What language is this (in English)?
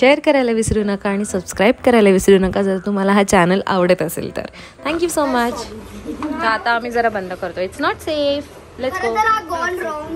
Marathi